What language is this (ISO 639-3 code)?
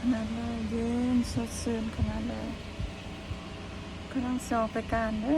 lao